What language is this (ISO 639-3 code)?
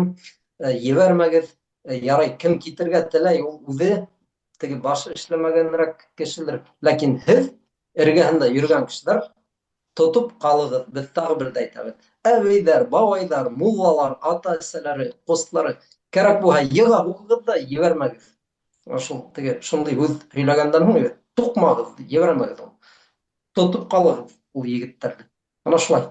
bak